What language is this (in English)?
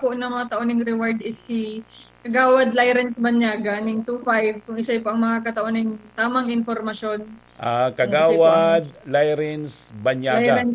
Bikol